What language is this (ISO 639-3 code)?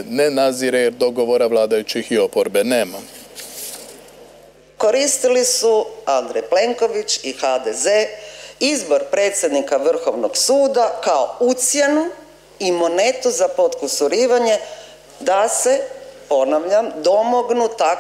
hrv